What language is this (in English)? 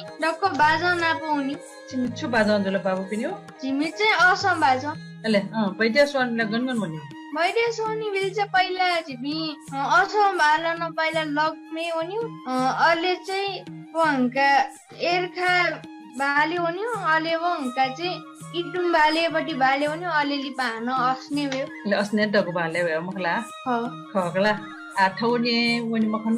Newari